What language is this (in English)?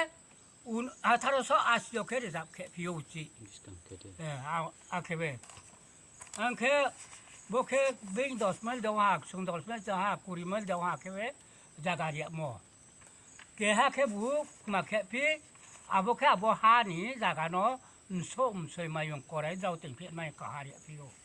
Riang (India)